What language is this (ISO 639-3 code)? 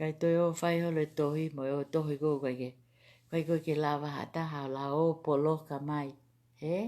ton